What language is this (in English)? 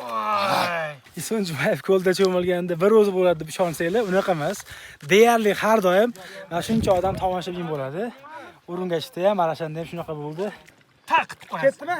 Uzbek